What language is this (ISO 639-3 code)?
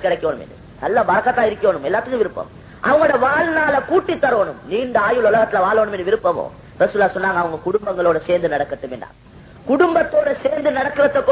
tam